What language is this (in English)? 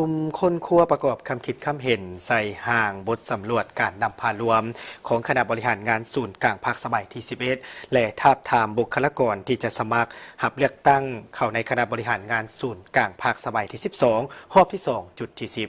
Lao